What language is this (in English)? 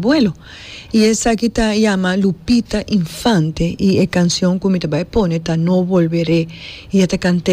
Papiamento